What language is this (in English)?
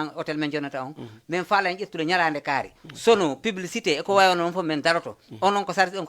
Fula